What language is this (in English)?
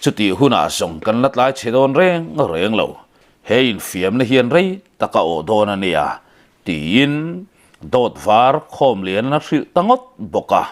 Mizo